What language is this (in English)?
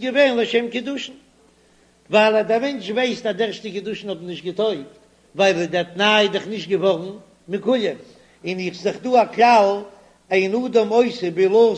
Yiddish